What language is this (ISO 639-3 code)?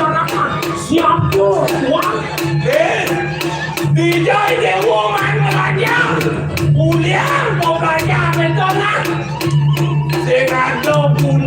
ban